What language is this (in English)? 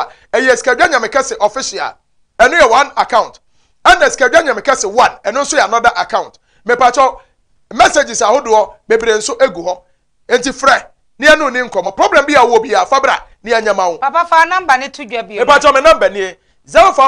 Akan